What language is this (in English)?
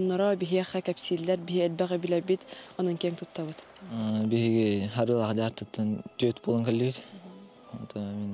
Yakut